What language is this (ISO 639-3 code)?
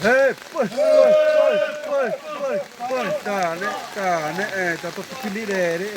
xav